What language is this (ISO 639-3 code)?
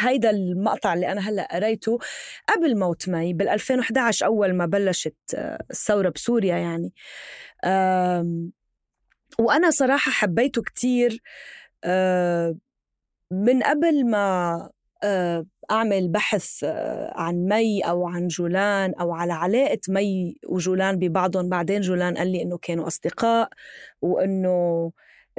apc